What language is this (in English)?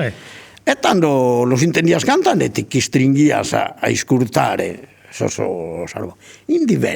Sardinian